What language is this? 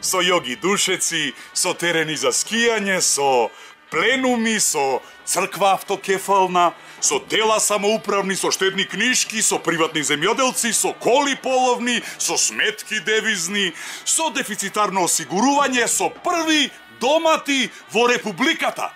Macedonian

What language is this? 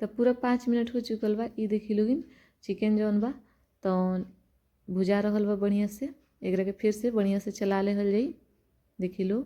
Bhojpuri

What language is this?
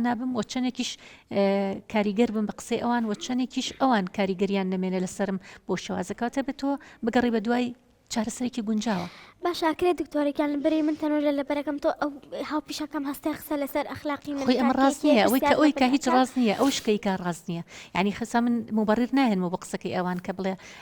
Central Kurdish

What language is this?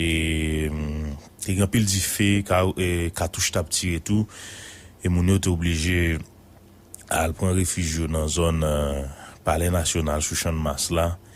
Haitian Creole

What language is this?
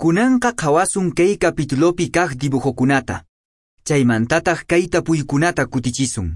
Quechua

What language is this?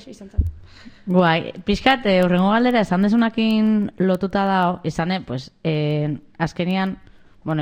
Basque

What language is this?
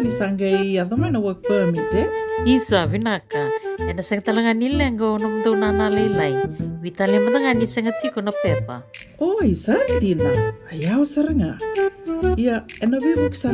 Fijian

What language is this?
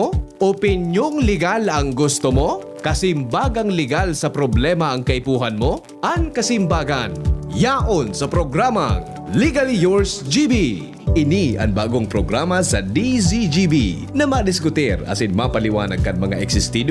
Bikol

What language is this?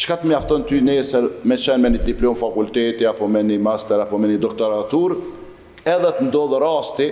Albanian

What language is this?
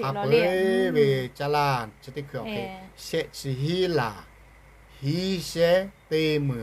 Lahu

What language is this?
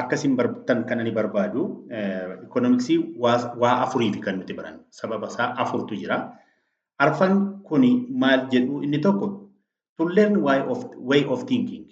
Oromo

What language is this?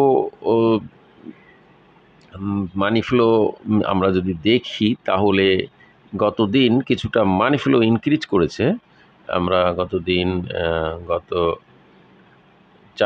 Bangla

